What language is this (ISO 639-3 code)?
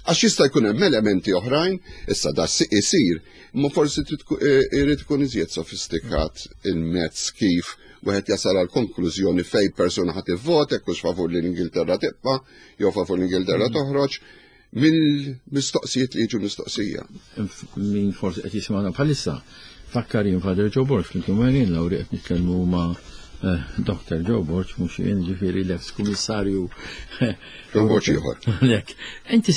mlt